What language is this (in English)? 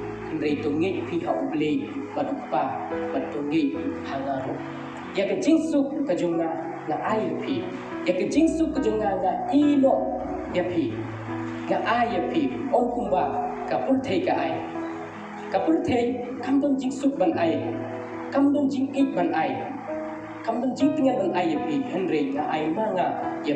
Khasi